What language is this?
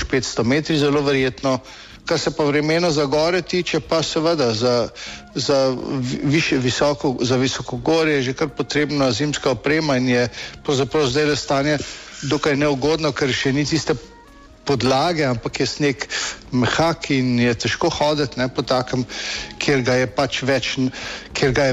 Slovenian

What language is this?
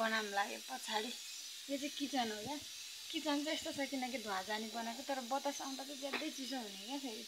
Nepali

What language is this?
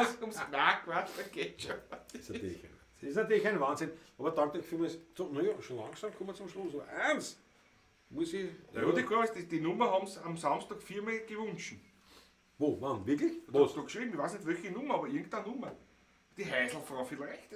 Bavarian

